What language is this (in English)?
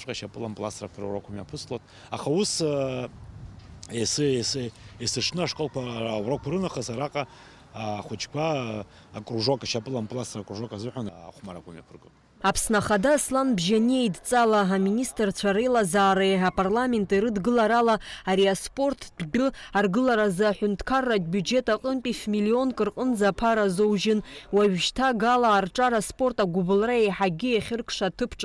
Abkhazian